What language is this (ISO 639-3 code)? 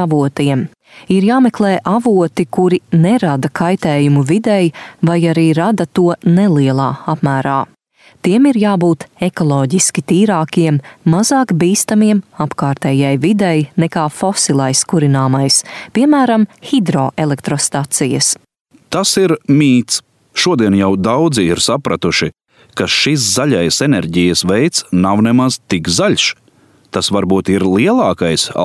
lav